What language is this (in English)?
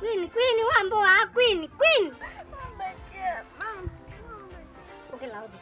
Kamba